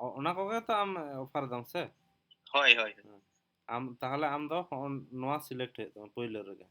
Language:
Santali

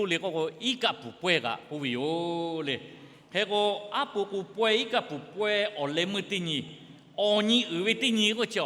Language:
Lahu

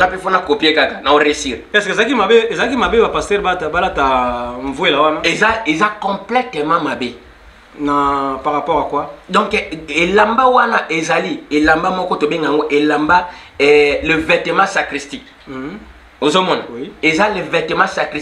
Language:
Lingala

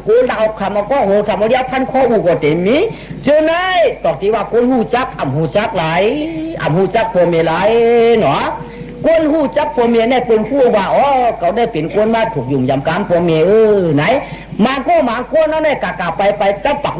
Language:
Shan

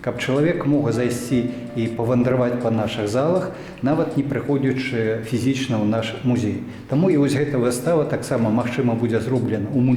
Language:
Belarusian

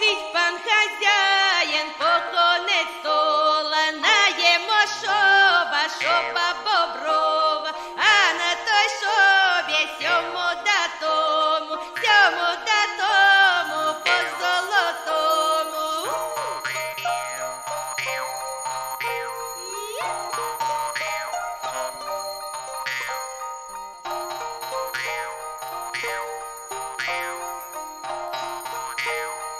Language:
Ukrainian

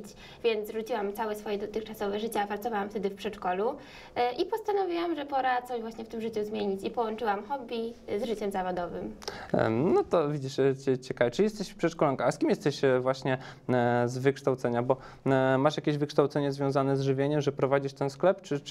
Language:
Polish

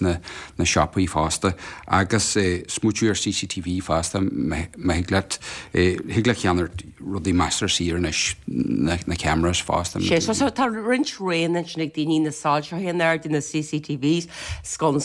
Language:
Irish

